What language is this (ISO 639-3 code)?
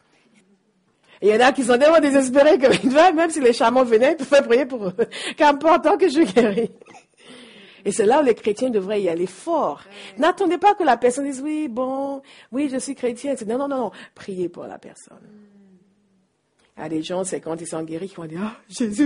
fra